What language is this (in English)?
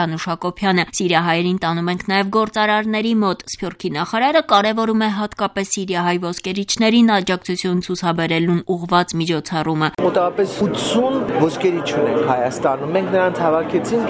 Armenian